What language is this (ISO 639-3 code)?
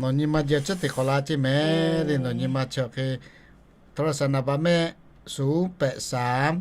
lhu